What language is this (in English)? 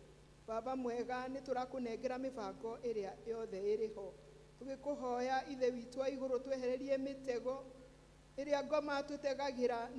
Kikuyu